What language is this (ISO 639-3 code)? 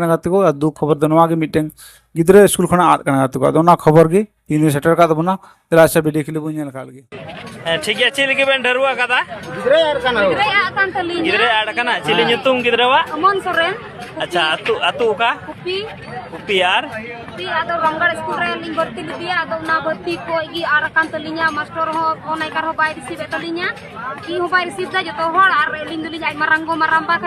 sat